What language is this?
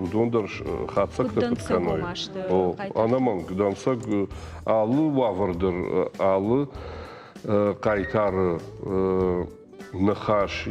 Ossetic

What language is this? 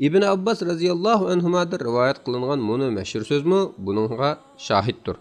Uyghur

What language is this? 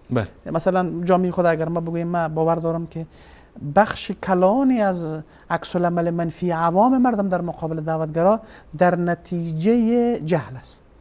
Persian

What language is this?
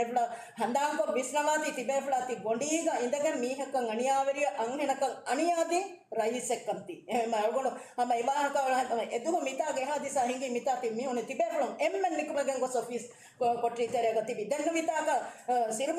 Divehi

